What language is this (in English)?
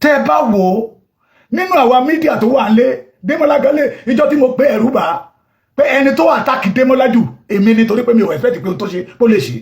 Yoruba